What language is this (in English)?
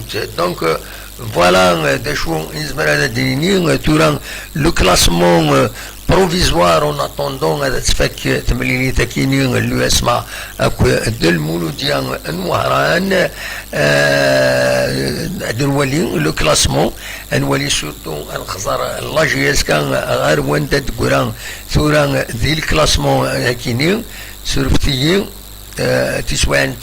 Kabyle